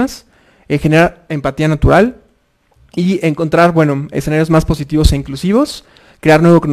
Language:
Spanish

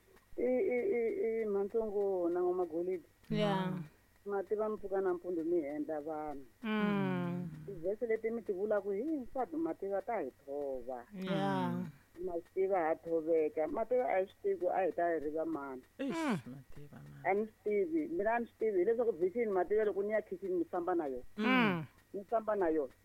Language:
Tsonga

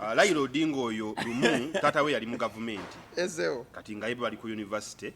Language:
Ganda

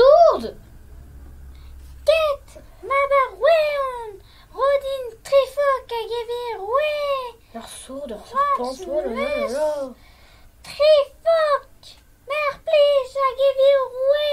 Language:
Breton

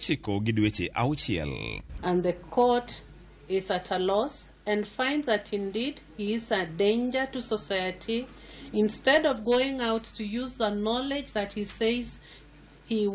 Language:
Luo (Kenya and Tanzania)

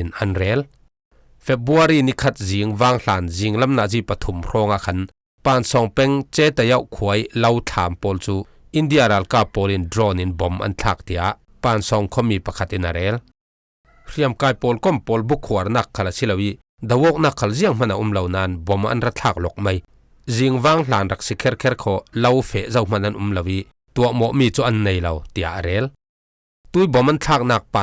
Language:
Falam Chin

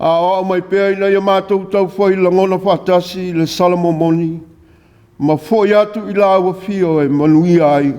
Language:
Samoan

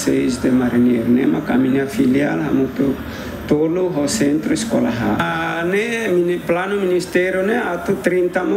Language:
Tetum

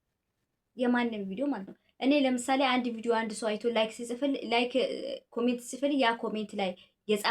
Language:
Amharic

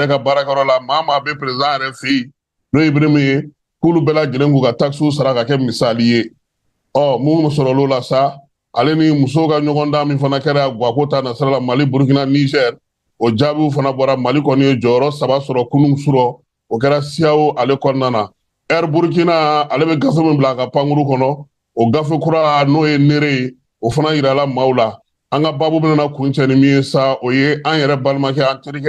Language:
Bambara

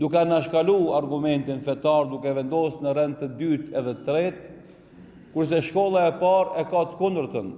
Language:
Albanian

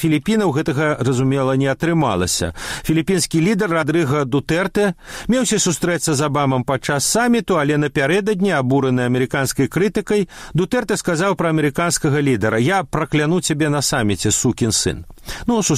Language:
Belarusian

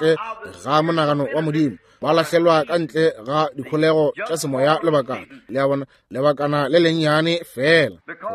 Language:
Northern Sotho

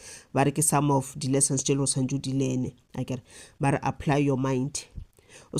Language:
Northern Sotho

